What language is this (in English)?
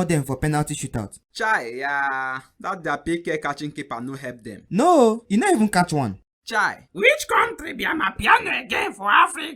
Nigerian Pidgin